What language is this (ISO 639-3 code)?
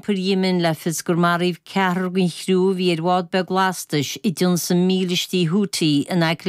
gle